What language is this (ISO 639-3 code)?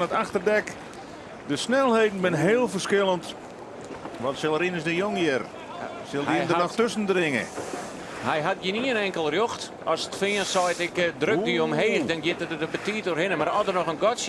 fry